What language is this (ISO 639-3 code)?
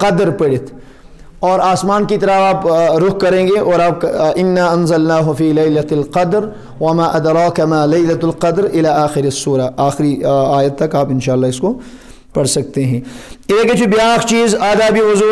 urd